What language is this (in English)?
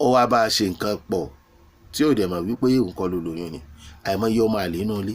Yoruba